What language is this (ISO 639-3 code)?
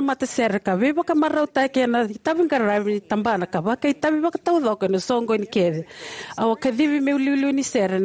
fij